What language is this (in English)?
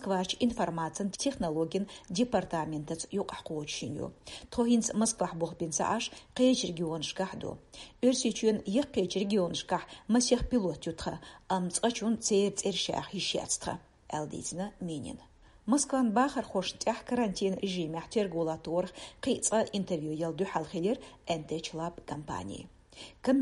Chechen